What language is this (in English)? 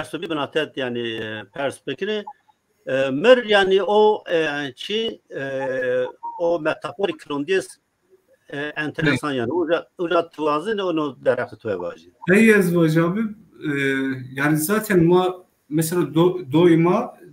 Zaza